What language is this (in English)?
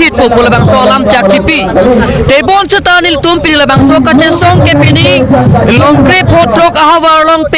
Karbi